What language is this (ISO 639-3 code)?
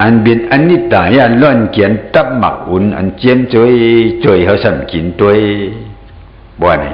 shn